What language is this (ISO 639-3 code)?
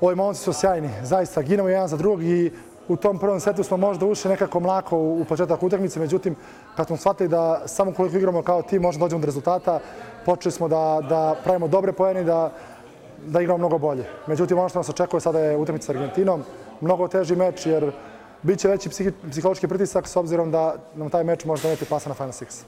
srp